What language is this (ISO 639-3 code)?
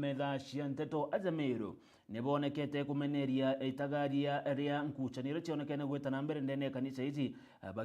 mer